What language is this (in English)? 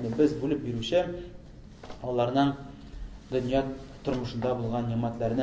Tatar